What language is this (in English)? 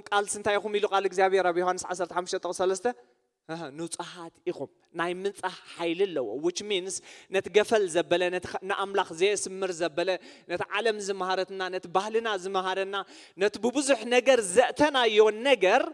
Tigrinya